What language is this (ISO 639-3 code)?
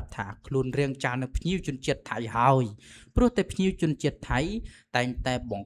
khm